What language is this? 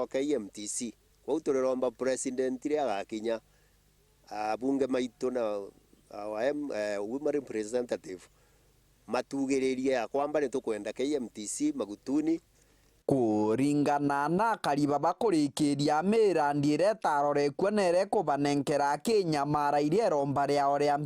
Meru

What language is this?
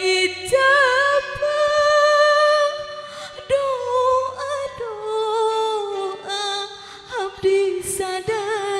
Sundanese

